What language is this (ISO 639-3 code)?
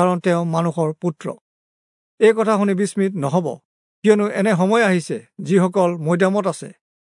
asm